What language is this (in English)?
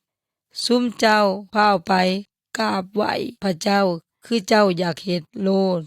Yoy